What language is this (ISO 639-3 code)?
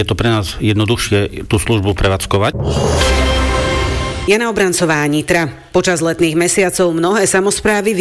slk